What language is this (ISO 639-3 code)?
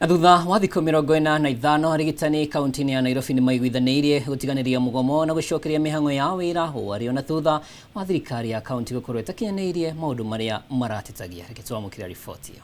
kik